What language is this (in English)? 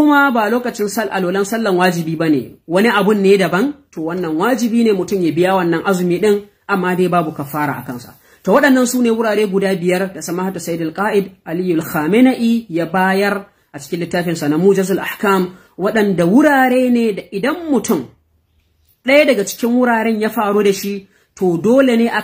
Hausa